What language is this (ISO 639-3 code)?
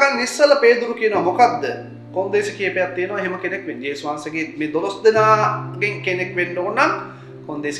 sin